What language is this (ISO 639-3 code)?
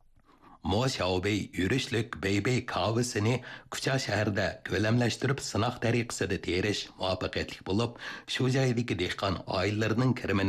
uig